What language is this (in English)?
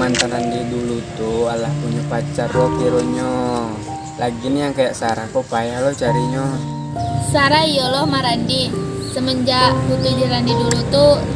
Minangkabau